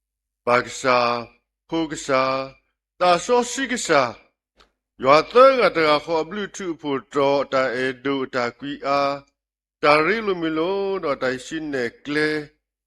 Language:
S'gaw Karen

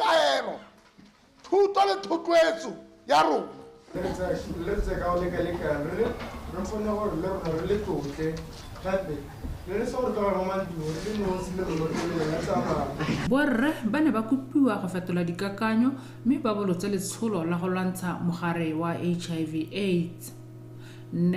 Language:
Tswana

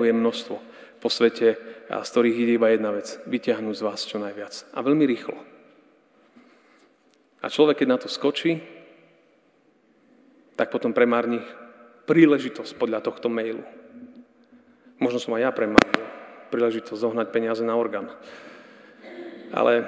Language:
Slovak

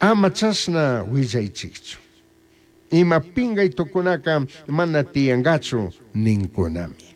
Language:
Chimborazo Highland Quichua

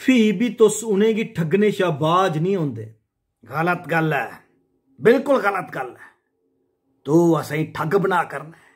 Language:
Dogri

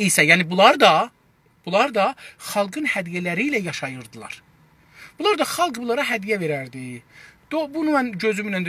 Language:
South Azerbaijani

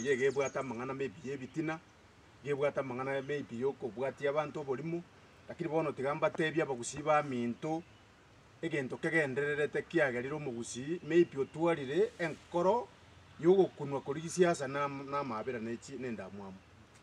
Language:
Gusii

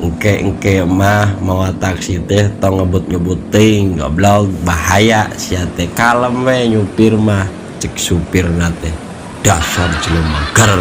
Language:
Sundanese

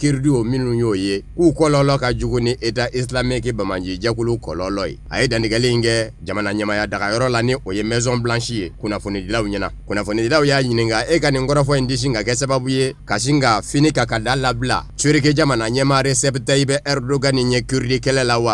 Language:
Bambara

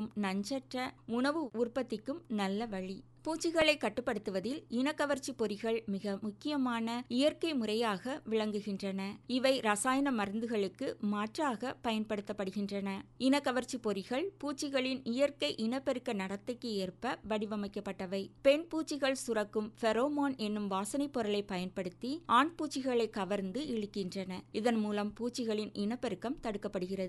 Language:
Tamil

